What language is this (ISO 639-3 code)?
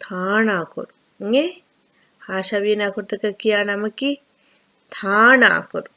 div